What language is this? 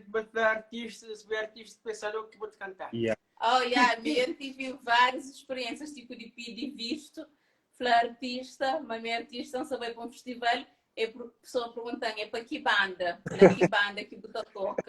Kabuverdianu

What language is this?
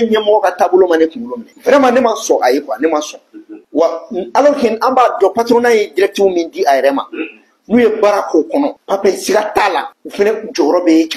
Bambara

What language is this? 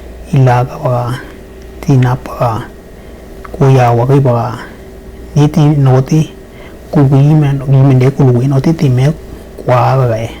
Western Dani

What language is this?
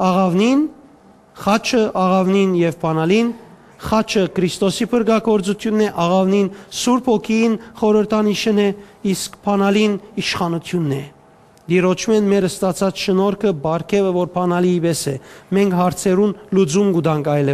Western Armenian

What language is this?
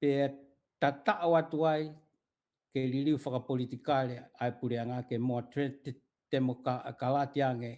Tongan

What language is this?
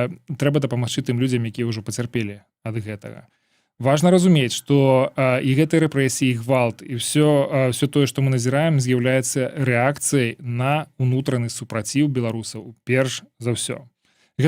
Belarusian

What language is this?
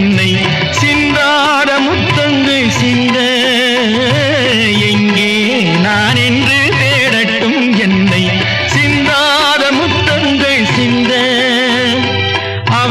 Tamil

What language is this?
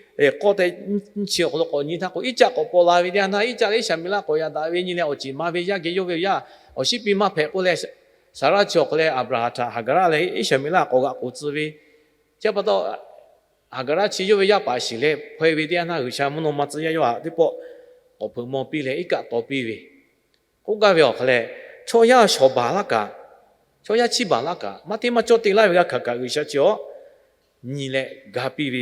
Lahu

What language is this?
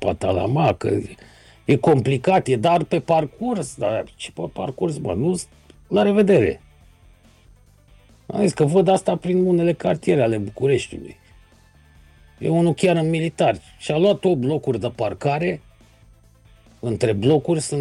Romanian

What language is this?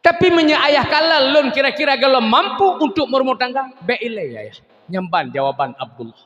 Achinese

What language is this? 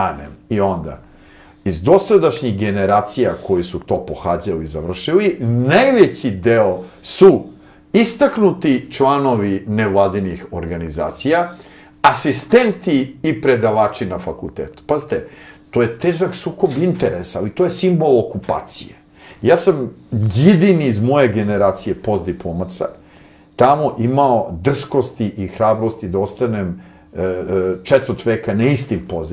Serbian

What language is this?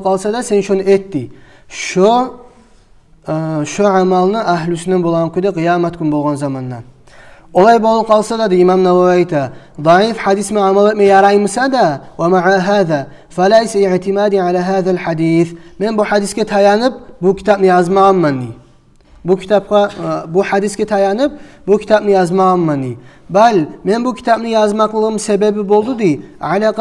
Kumyk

